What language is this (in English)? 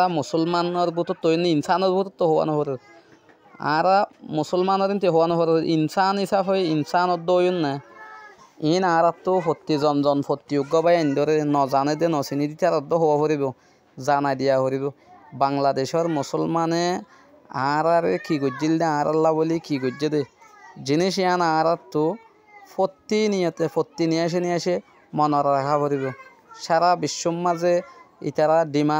Rohingya